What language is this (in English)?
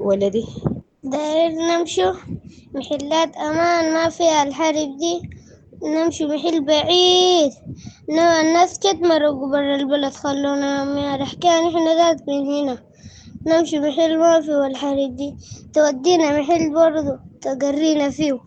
Sudanese Arabic